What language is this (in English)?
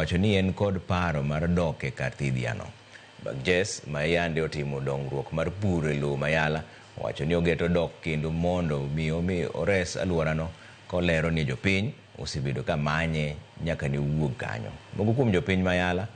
Luo (Kenya and Tanzania)